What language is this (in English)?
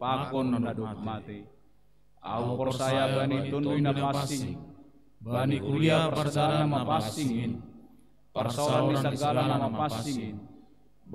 Batak Simalungun